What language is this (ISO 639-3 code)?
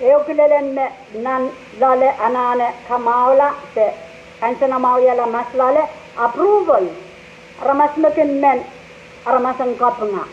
pon